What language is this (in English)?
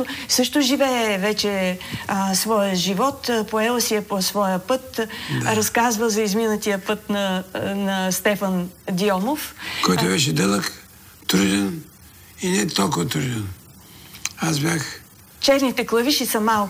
Bulgarian